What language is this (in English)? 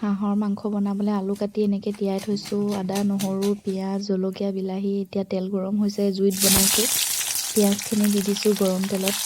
Assamese